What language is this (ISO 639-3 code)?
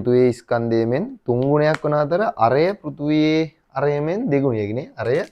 sin